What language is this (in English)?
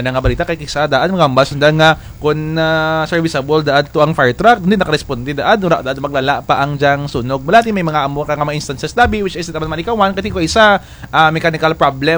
Kinaray-a